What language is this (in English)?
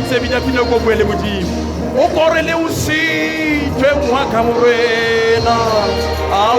Southern Sotho